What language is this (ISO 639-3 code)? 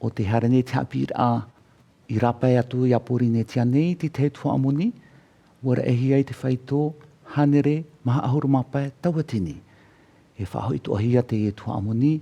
tah